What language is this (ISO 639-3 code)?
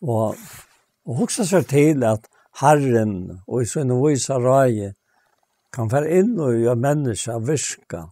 fao